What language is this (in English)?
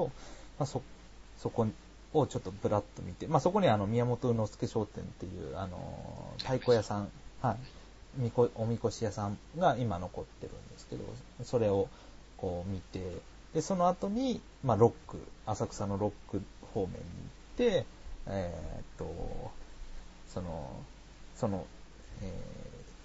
Japanese